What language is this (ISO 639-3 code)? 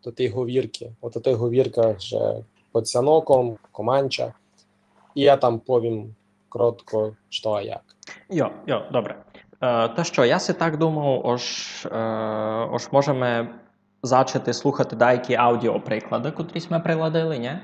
rue